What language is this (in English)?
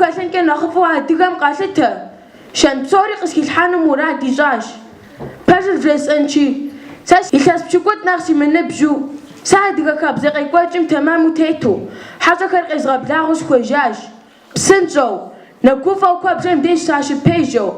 Kabardian